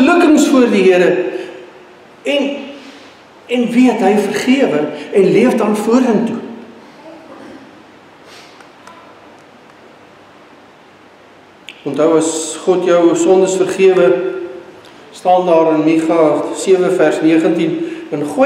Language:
Afrikaans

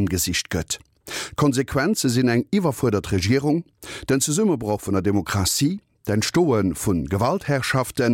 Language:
Luxembourgish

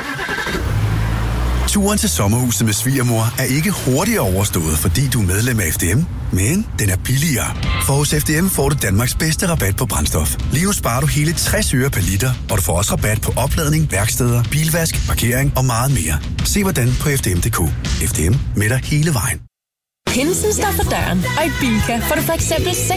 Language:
Danish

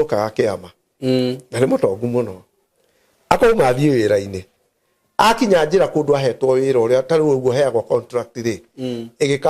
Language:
Kikuyu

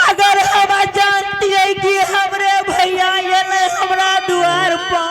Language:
Angika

